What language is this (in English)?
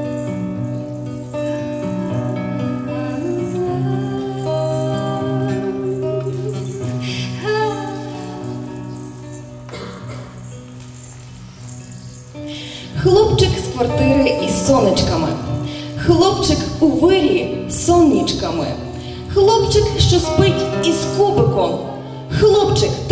Ukrainian